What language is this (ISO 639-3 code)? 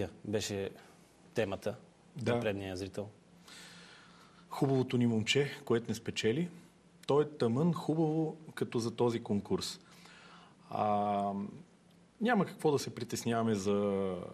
bul